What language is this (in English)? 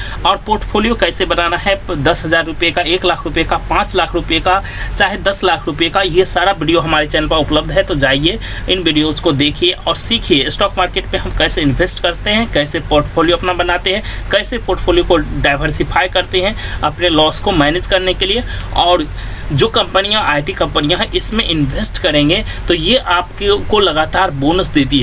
Hindi